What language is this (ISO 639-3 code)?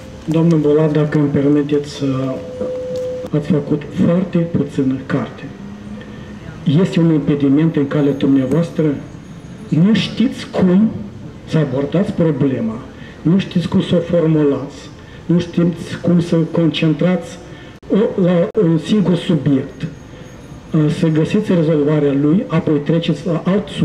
ron